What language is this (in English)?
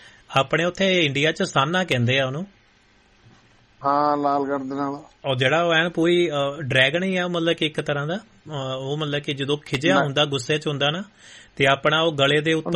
Punjabi